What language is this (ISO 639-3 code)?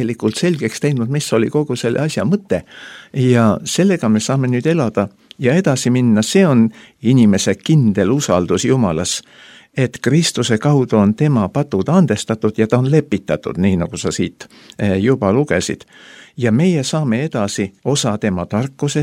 est